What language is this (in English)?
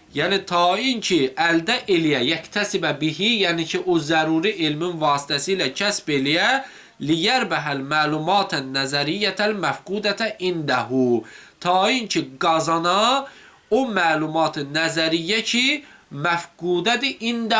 Azerbaijani